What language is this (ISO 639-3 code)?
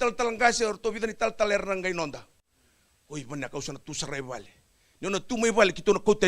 fij